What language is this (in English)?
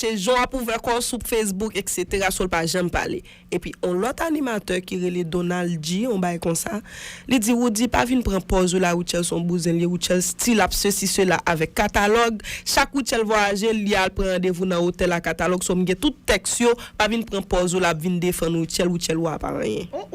Haitian Creole